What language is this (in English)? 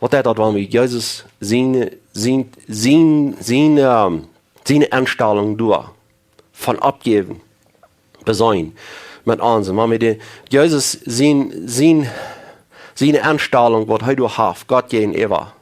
Plautdietsch